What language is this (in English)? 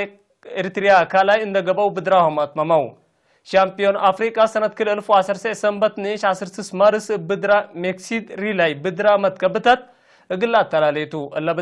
Tigre